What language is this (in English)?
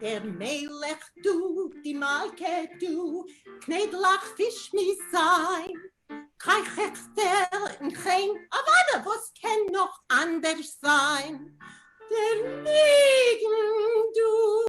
Yiddish